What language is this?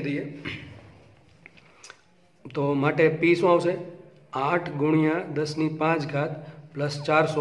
Gujarati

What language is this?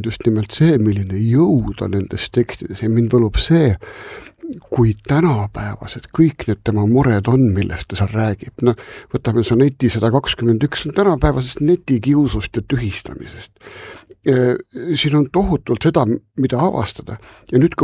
Estonian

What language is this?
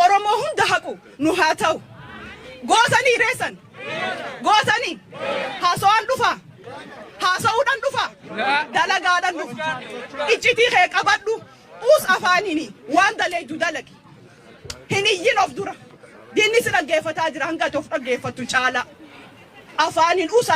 Oromo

